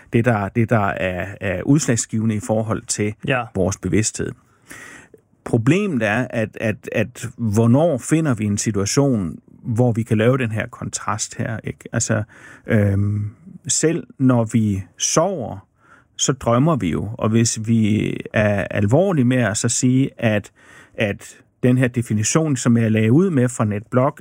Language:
Danish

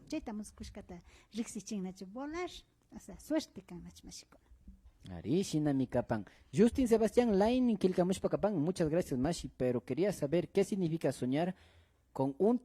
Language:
Imbabura Highland Quichua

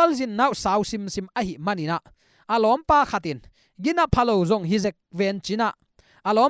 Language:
Tedim Chin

